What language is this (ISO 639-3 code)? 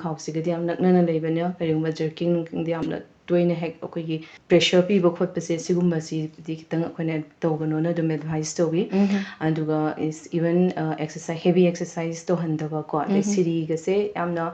mni